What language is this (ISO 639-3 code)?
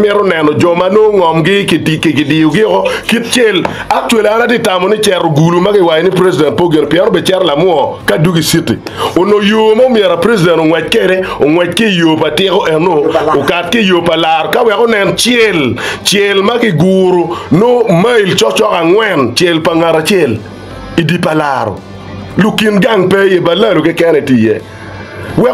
ach